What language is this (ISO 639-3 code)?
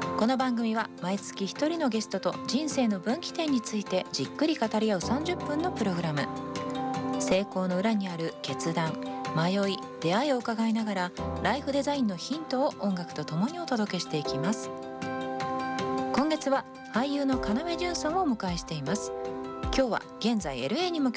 jpn